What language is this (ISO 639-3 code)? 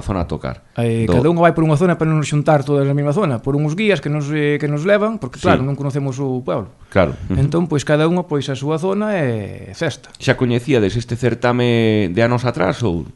glg